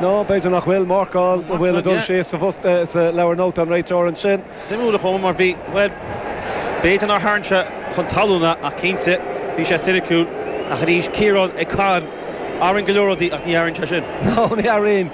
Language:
Irish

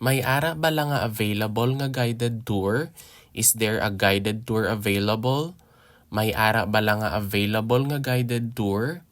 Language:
Hiligaynon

